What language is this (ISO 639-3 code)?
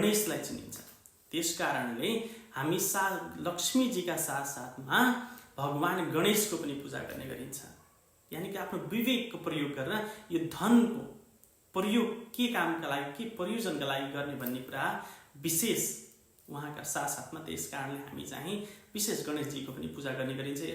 nep